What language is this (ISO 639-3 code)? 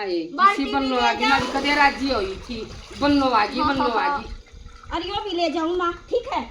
bgc